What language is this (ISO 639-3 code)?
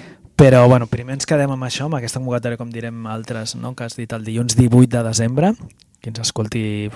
cat